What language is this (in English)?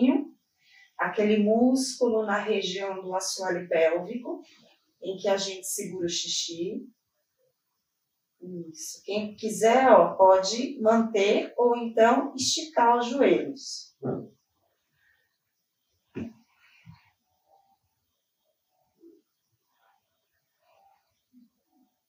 Portuguese